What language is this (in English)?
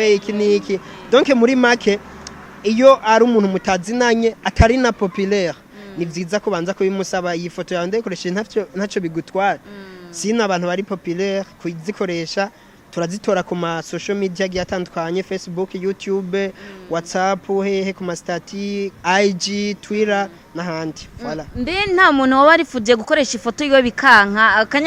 Rundi